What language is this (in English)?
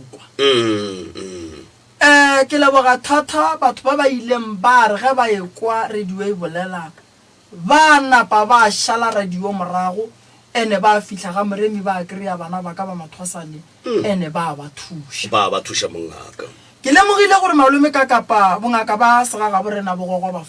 Northern Sotho